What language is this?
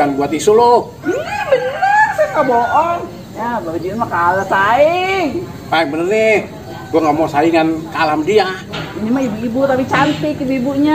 Betawi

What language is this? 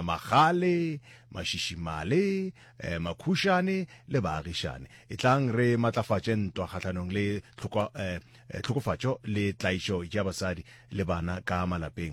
Northern Sotho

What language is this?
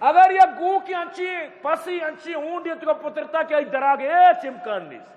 Eastern Balochi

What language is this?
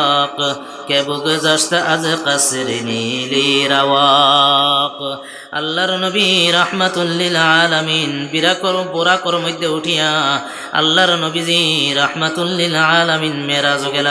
Sylheti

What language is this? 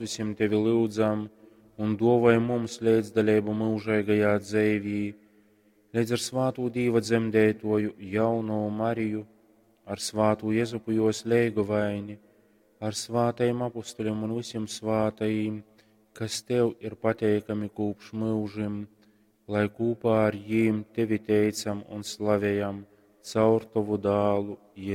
Latgalian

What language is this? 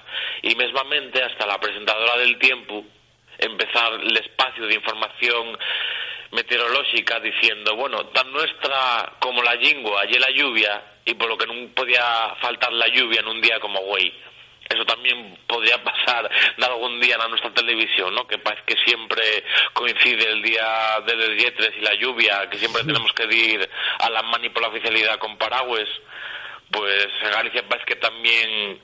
Asturian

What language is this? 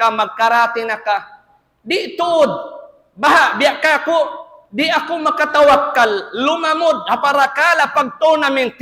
Tausug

